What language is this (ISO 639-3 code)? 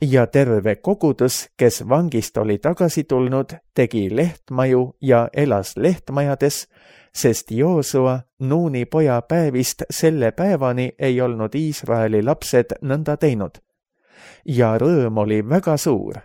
est